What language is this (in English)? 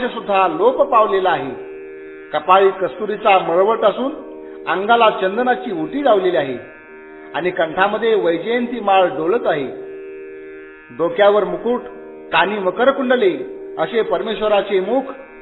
Marathi